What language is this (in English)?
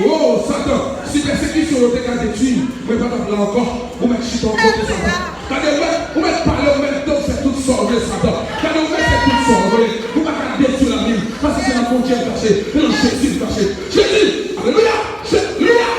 Haitian Creole